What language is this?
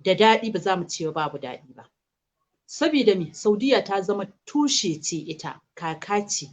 Hausa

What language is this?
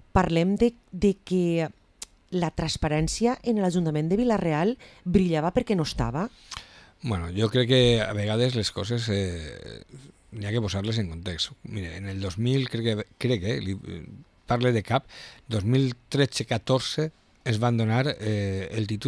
Catalan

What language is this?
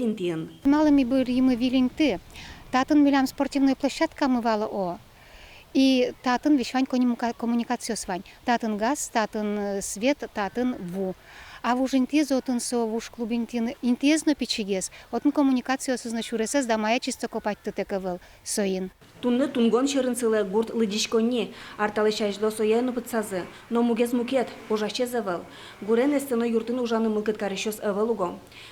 Udmurt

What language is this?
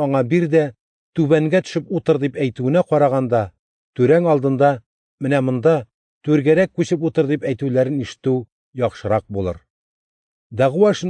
Tatar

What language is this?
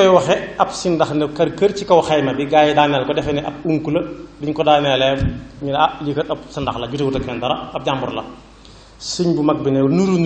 Wolof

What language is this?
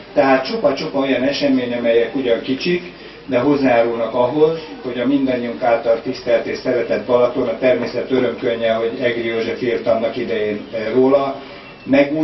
Hungarian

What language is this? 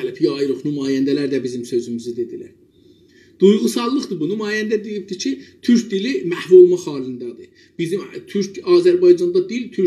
South Azerbaijani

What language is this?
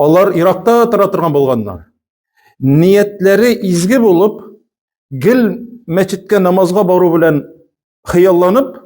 Tatar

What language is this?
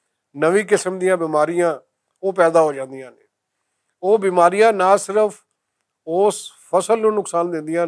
Western Panjabi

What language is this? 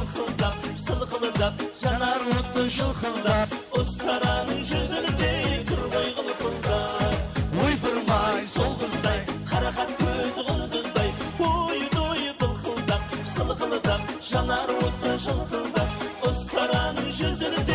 Kara-Kalpak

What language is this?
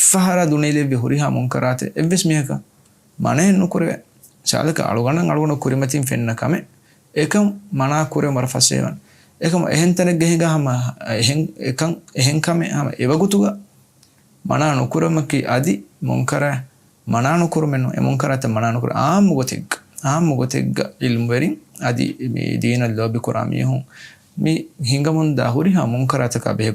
Divehi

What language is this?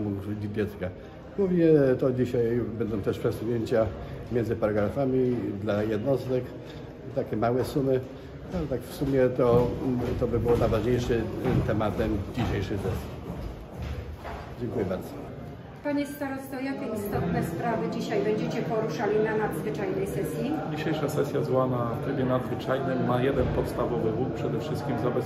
Polish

